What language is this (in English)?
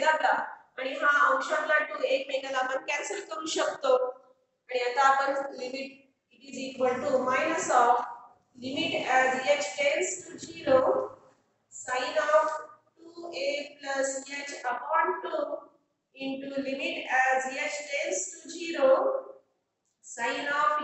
Marathi